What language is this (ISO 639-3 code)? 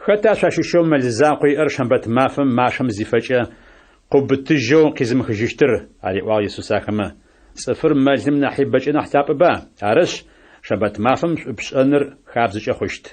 ady